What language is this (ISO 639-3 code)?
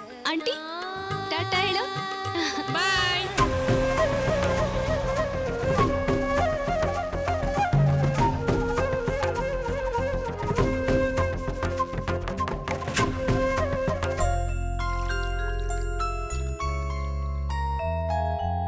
kan